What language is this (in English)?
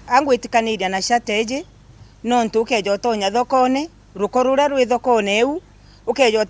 Meru